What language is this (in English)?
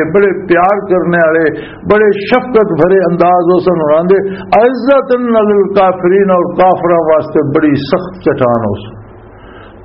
Western Panjabi